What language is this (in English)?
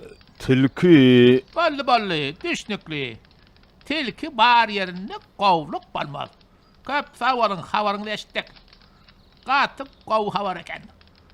Turkmen